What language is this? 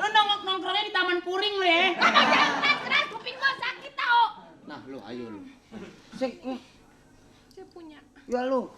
Betawi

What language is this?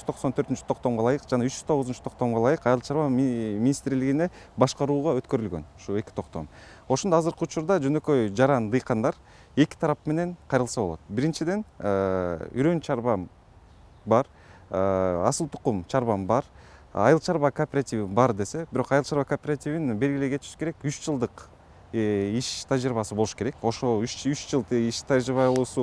Kyrgyz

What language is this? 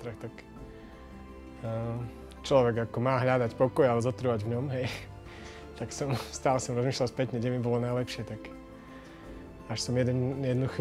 Slovak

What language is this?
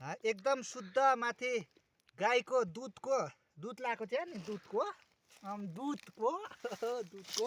Nepali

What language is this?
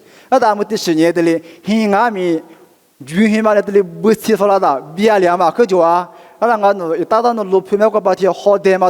Lisu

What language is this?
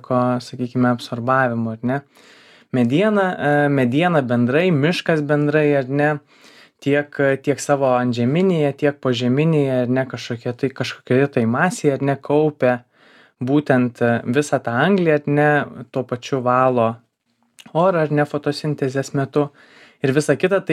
Lithuanian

